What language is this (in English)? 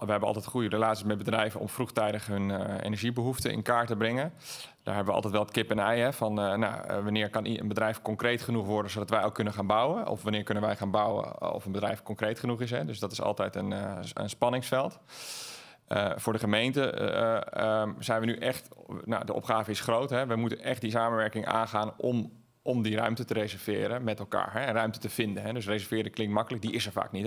Dutch